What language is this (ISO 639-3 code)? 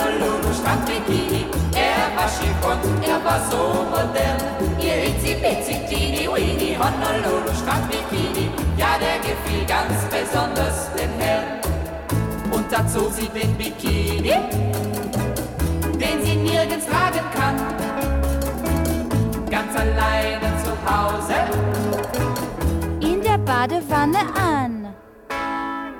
deu